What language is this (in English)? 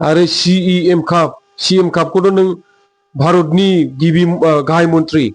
Bodo